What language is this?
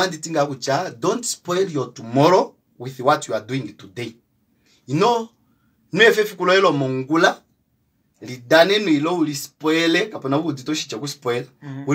Kuanyama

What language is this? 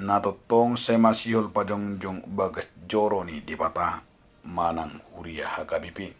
Batak Toba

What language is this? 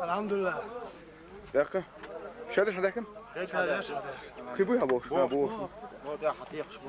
Chechen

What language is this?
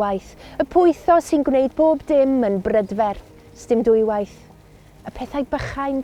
Welsh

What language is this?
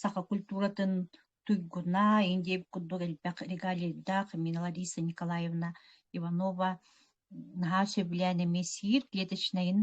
Yakut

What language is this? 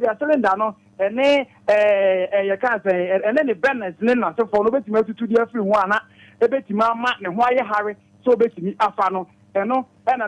Akan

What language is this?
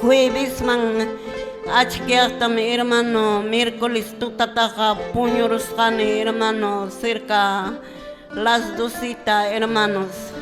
Quechua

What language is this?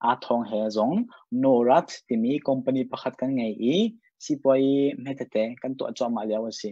Hakha Chin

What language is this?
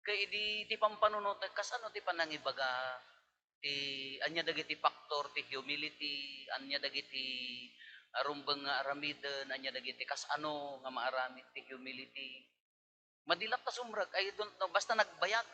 Iloko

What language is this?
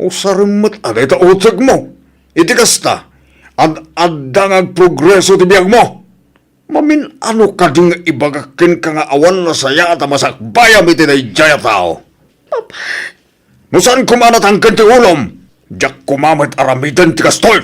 Iloko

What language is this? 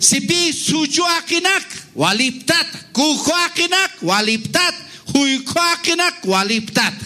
Aymara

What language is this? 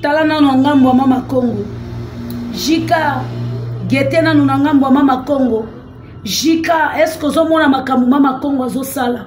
Lingala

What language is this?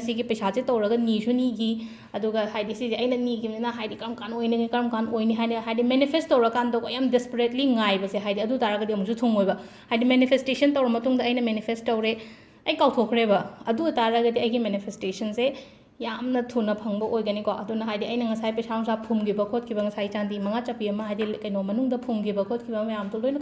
Manipuri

